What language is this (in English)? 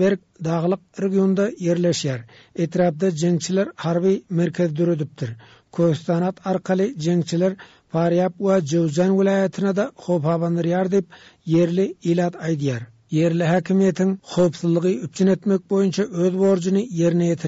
Turkmen